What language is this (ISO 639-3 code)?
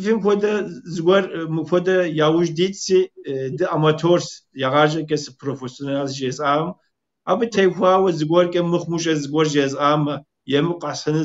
kbd